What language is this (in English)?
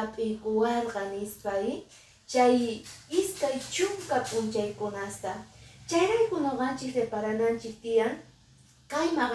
Quechua